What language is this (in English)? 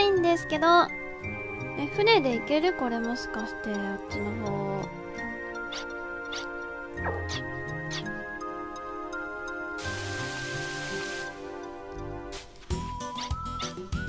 Japanese